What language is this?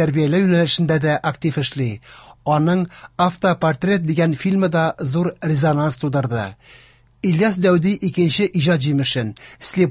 Tatar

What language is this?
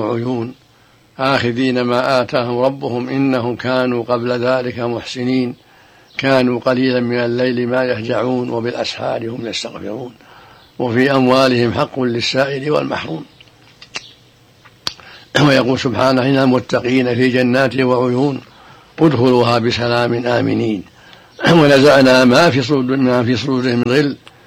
Arabic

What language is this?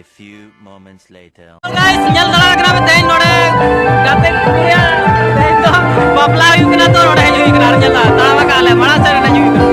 Santali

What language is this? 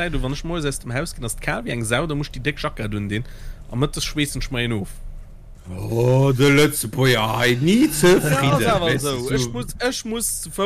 Luxembourgish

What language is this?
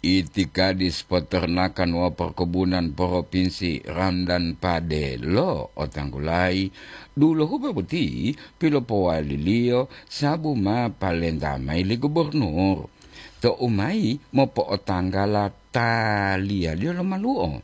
Gorontalo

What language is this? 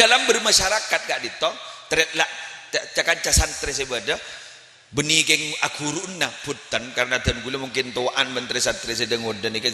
Madurese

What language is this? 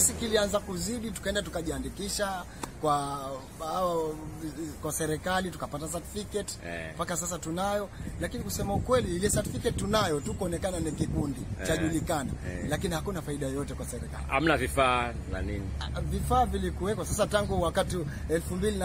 Swahili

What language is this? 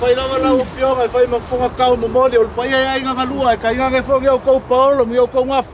Samoan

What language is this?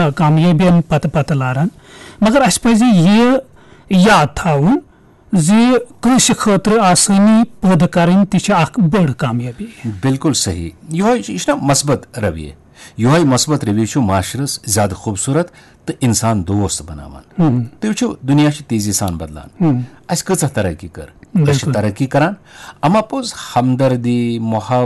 Kashmiri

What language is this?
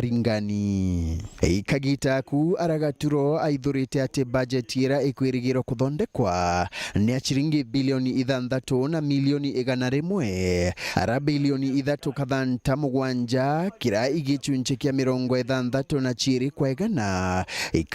Meru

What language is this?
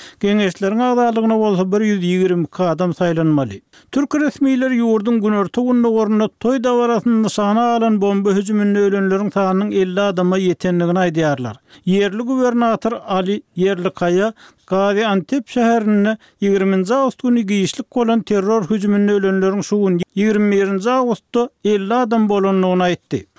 Turkmen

